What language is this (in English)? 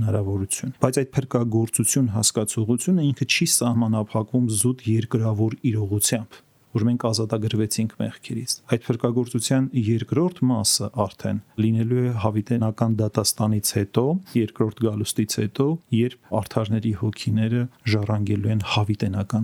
Armenian